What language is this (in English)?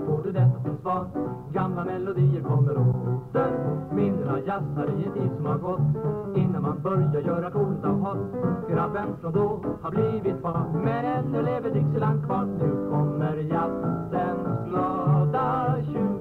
Swedish